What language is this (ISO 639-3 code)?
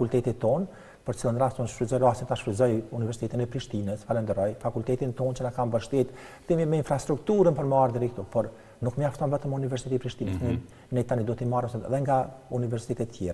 sqi